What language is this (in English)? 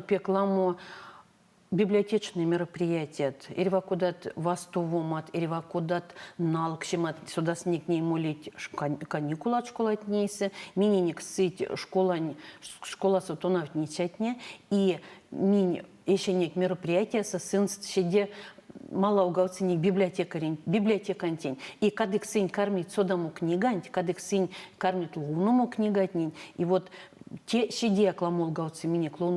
Erzya